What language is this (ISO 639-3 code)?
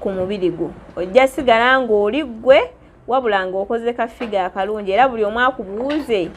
lug